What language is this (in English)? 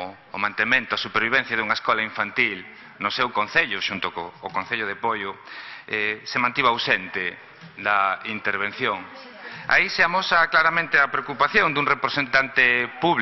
Galician